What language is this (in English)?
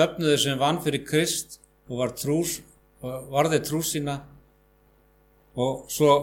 Icelandic